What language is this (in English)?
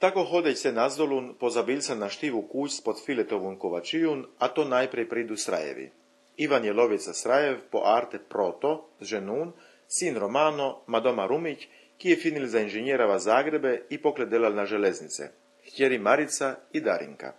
Chakavian